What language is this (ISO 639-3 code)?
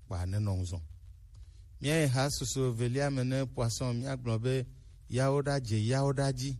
gej